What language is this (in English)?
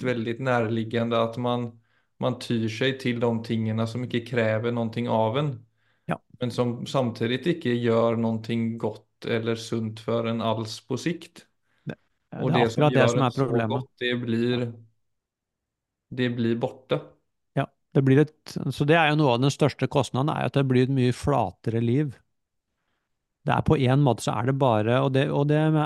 Norwegian